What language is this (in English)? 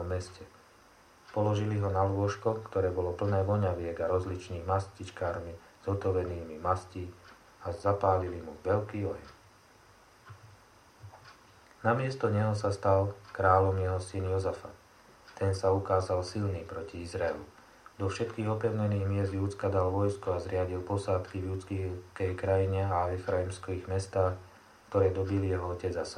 Slovak